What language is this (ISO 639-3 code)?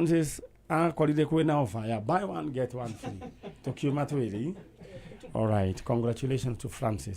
kik